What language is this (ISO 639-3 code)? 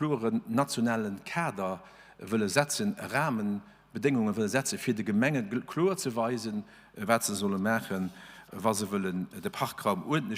ltz